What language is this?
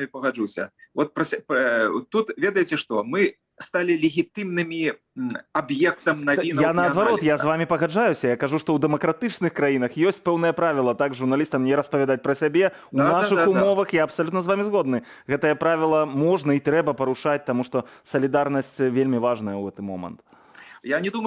Belarusian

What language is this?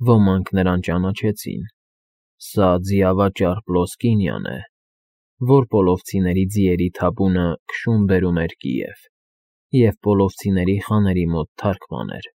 Armenian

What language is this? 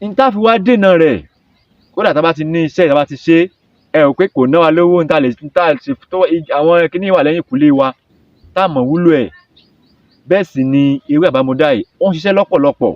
Yoruba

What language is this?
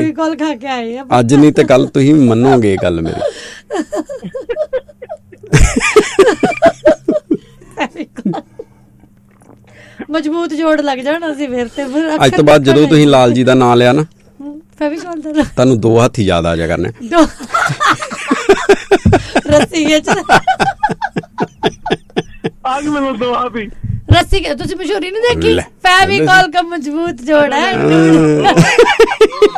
Punjabi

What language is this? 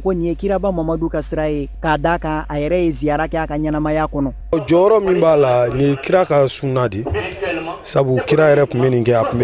Bambara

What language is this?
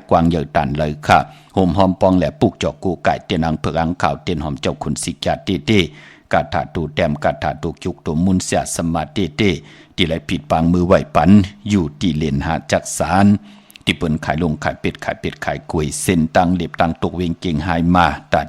Shan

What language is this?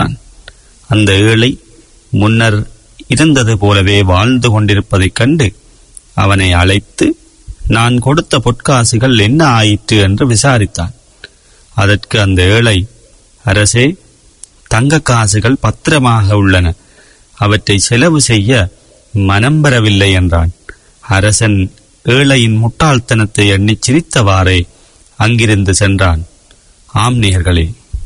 Tamil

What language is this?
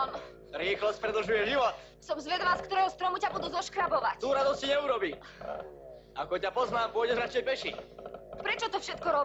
Slovak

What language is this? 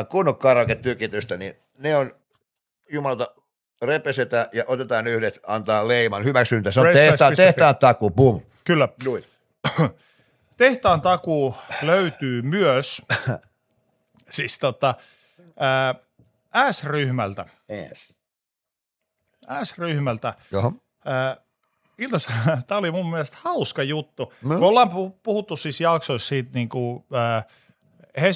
Finnish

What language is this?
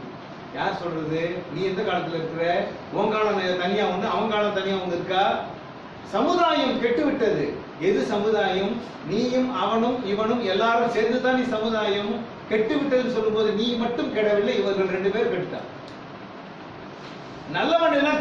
Tamil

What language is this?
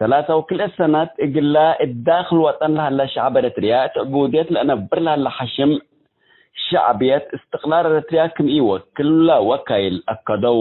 Tigre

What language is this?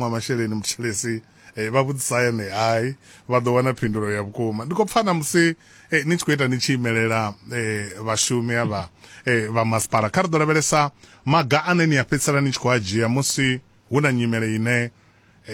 Venda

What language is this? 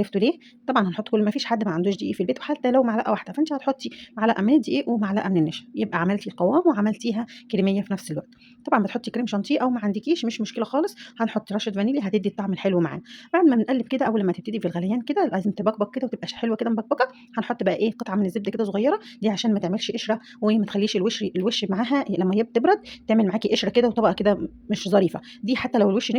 Egyptian Arabic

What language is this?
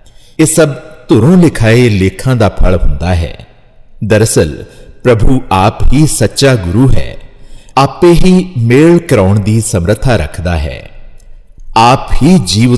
Punjabi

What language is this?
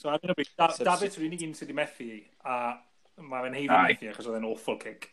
Welsh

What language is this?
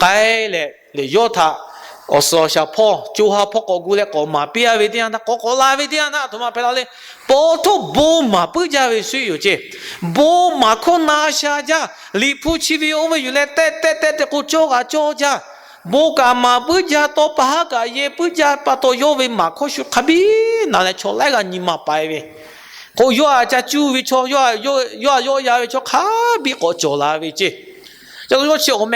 Lahu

